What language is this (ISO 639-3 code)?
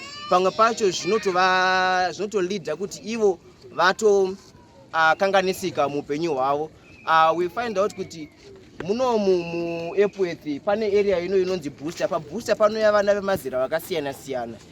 sna